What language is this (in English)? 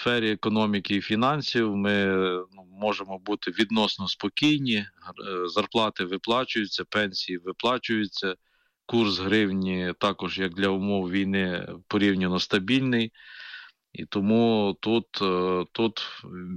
Ukrainian